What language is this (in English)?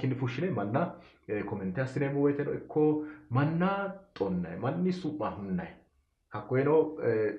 Sidamo